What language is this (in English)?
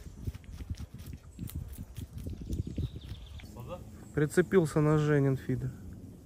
Russian